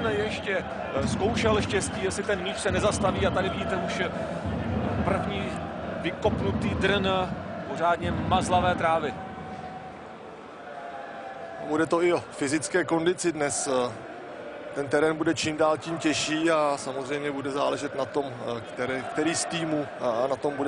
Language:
Czech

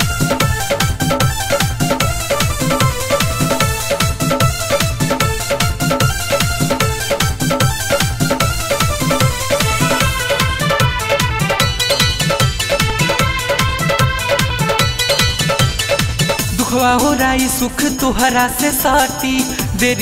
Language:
Bhojpuri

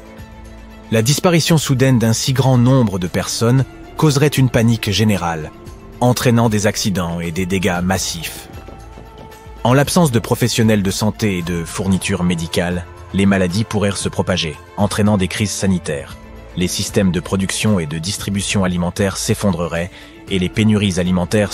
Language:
French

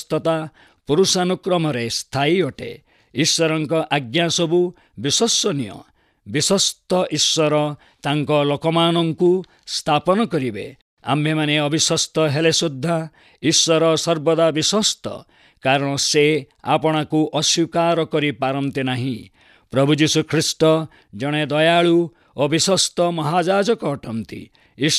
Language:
Odia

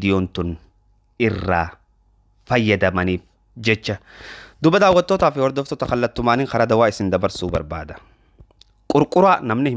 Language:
Oromo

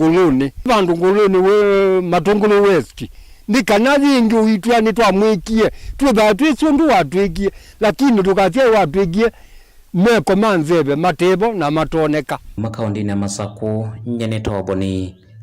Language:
Kamba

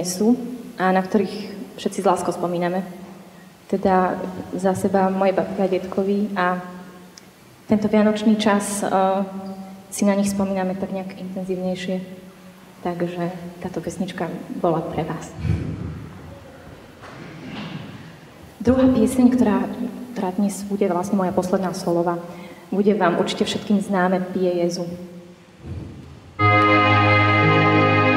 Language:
Slovak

